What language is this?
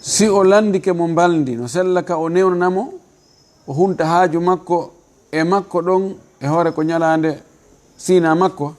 Fula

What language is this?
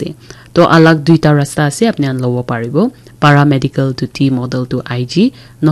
Naga Pidgin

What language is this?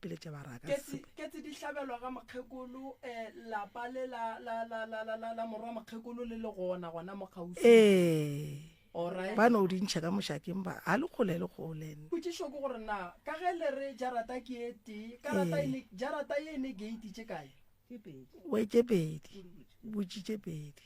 Northern Sotho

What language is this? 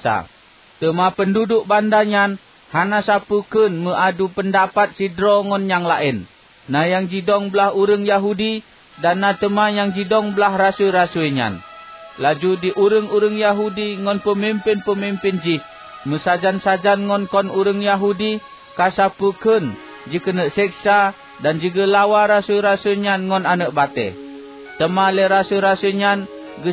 Achinese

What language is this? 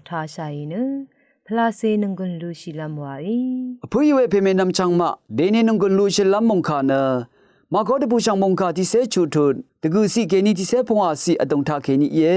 Rawang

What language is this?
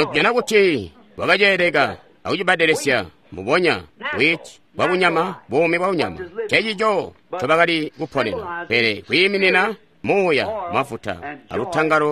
Tonga (Zambia)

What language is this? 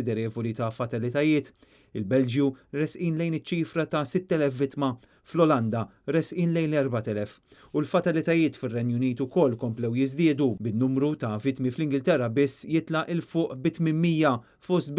Maltese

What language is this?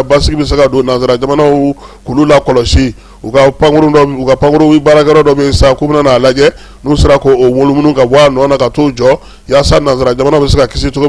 Bambara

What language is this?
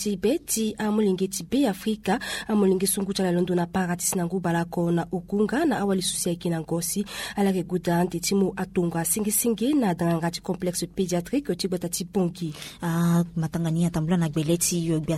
Sango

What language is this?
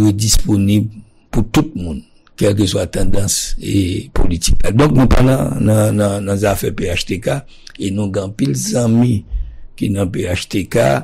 Haitian Creole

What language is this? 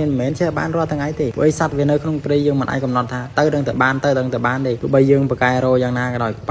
Khmer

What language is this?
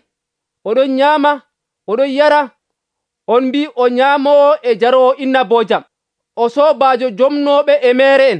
Nigerian Fulfulde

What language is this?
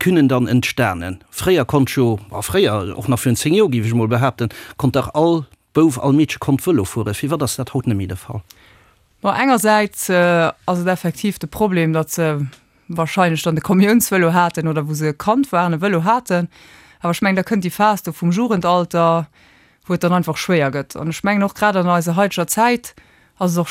Luxembourgish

